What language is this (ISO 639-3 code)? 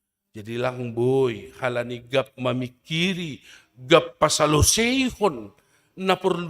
bts